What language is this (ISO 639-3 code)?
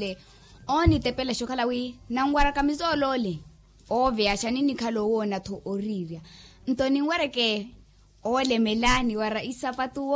vmw